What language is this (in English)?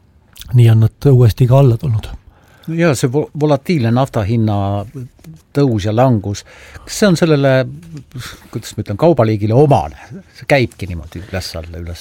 Estonian